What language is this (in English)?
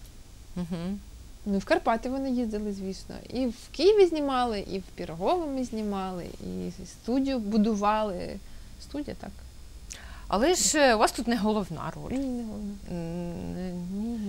Ukrainian